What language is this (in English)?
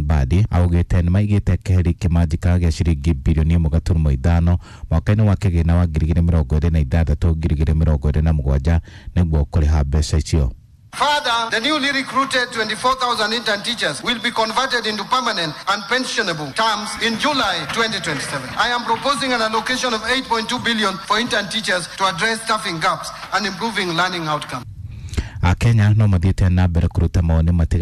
Kikuyu